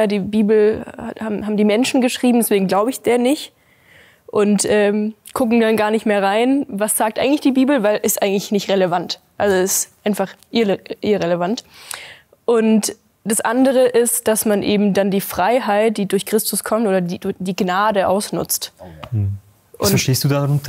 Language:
Swiss German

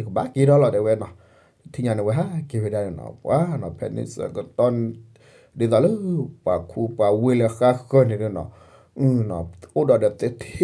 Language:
S'gaw Karen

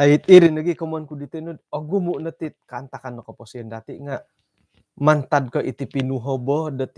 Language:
Central Dusun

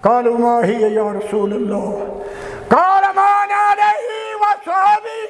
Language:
Kashmiri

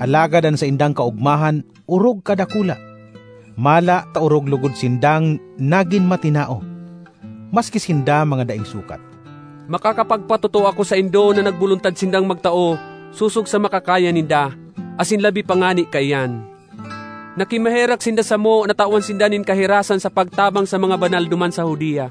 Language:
Bikol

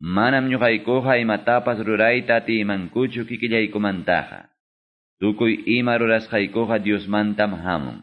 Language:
Quechua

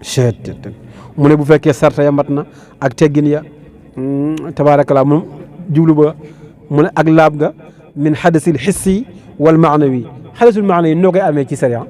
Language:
Wolof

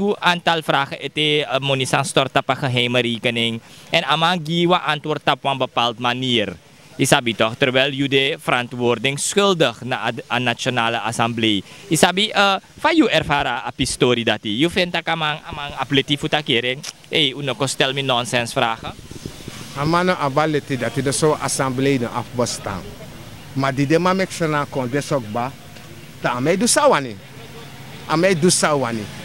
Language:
Sranan Tongo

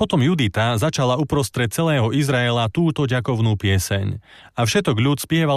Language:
Slovak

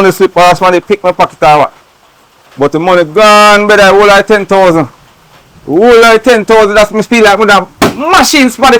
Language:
Jamaican Creole English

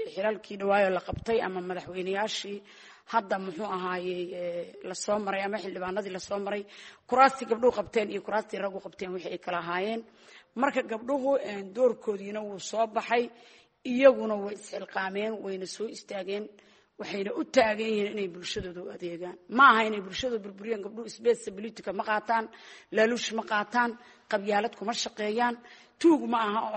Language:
Somali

